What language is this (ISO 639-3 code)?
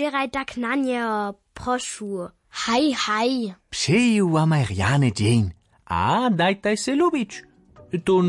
hsb